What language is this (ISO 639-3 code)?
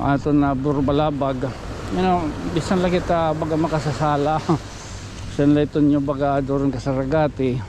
war